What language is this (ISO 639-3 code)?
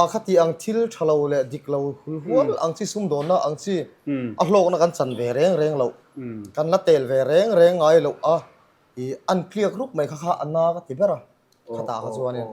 lus